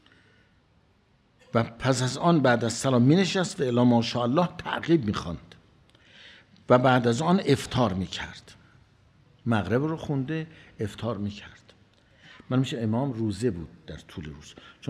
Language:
Persian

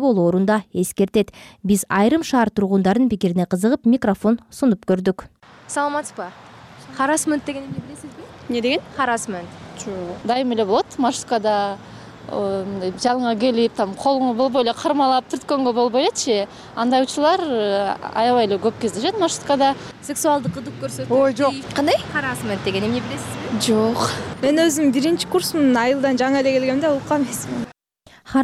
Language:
Kyrgyz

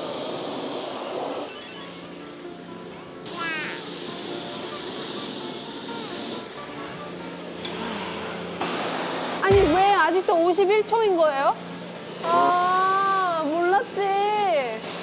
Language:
Korean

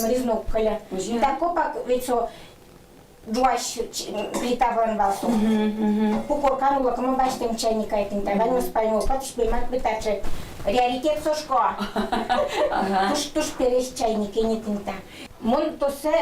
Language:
Udmurt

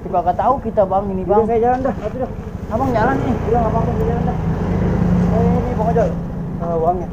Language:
Betawi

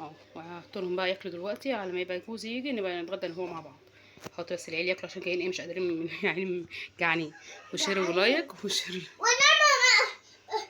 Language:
Egyptian Arabic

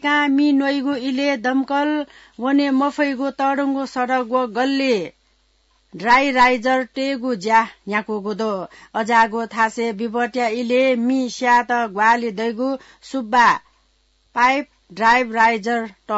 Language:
Newari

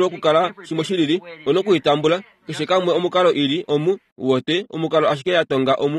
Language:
Kuanyama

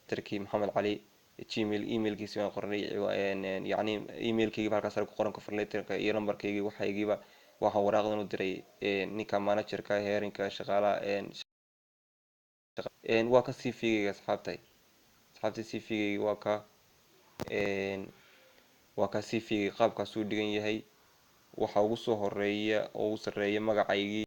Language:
Somali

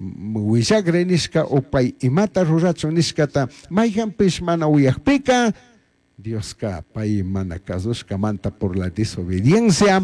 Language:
Chimborazo Highland Quichua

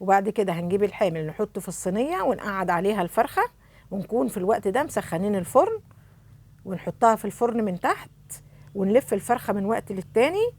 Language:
Egyptian Arabic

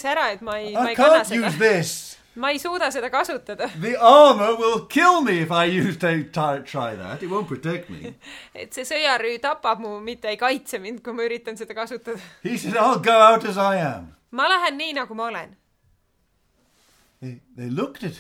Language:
Estonian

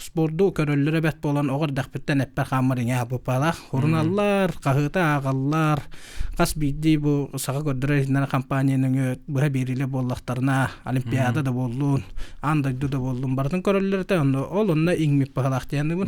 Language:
Yakut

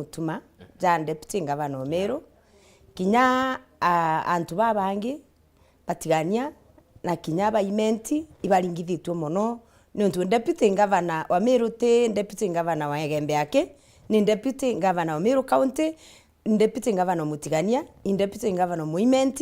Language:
Meru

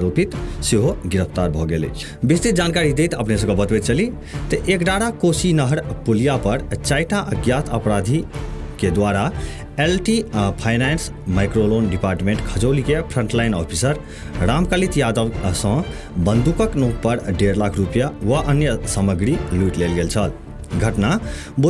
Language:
Maithili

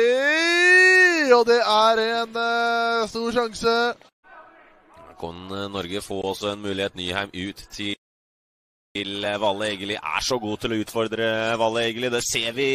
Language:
Norwegian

